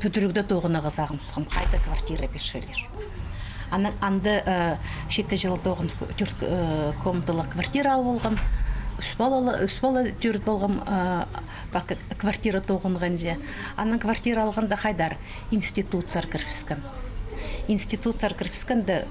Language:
Khakas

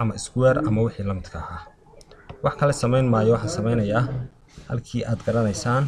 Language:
Somali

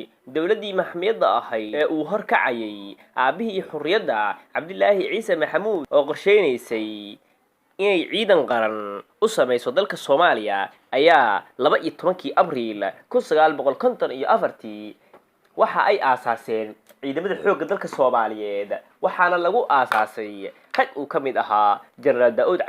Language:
Somali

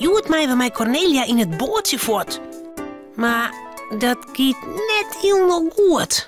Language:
Western Frisian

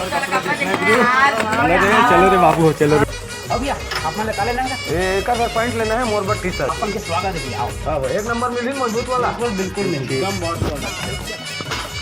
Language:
Chhattisgarhi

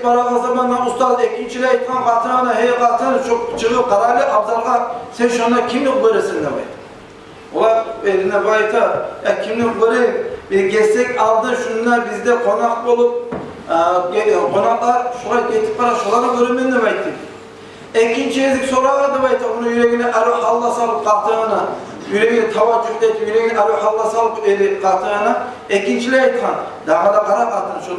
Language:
Kumyk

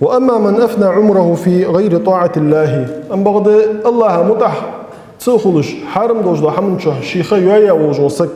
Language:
Ingush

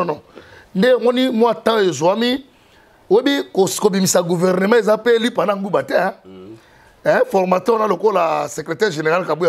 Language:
Lingala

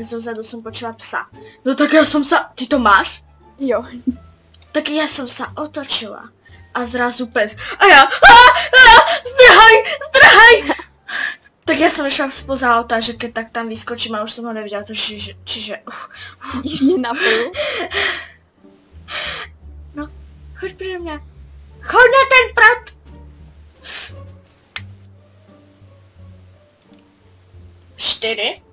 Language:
Czech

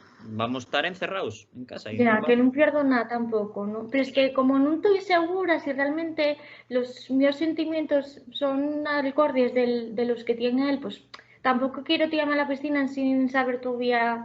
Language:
Asturian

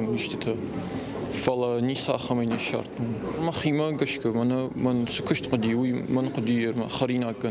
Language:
Ossetic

